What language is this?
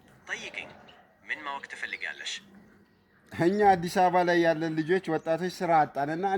Amharic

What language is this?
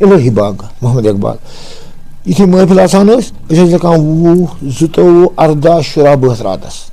Kashmiri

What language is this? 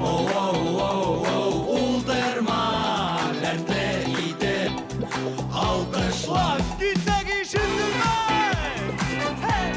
Bashkir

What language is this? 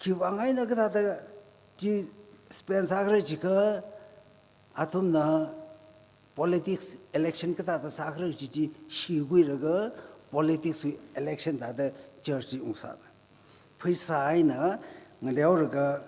Tangkhul Naga (India)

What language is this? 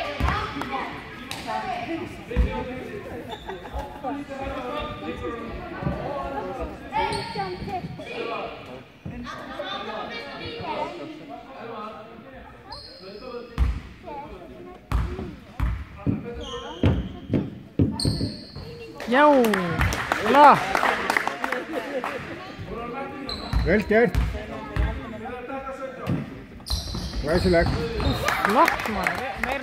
Icelandic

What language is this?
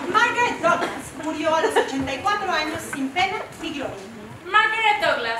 Spanish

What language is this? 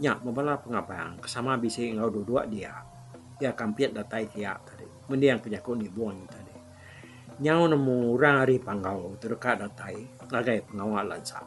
Iban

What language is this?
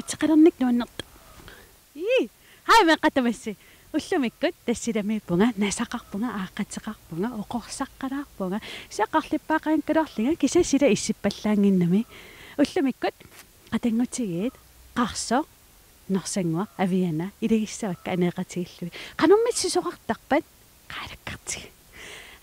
Kalaallisut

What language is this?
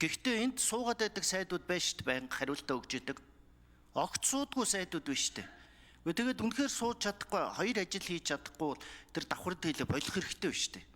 Mongolian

